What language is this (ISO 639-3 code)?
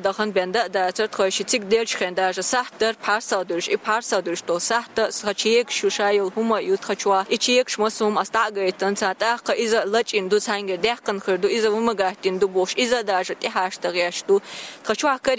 che